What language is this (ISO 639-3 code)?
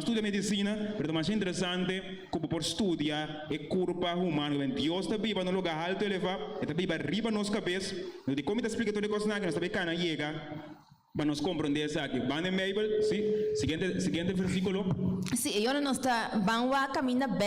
pap